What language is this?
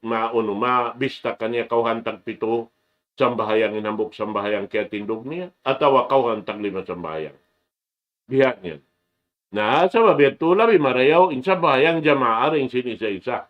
Tausug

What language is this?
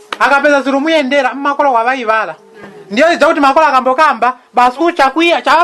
Nyanja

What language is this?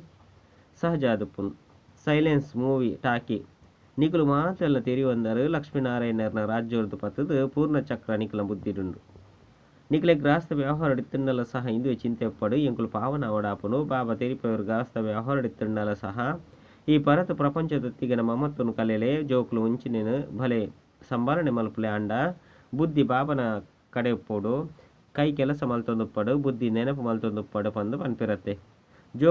Tulu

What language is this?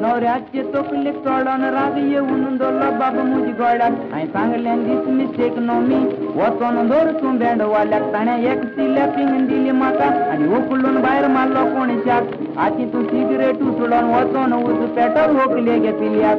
Konkani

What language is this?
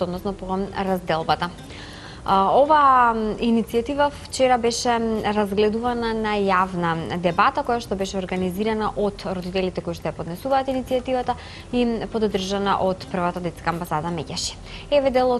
Macedonian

